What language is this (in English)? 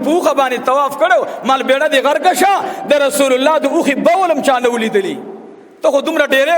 Pashto